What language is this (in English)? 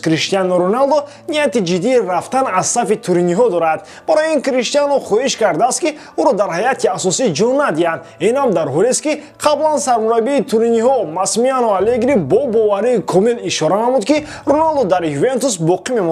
Tajik